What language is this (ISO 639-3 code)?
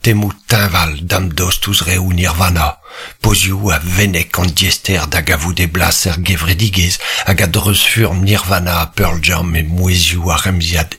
bre